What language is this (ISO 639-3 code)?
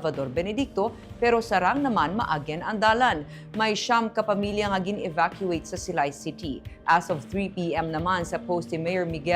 hil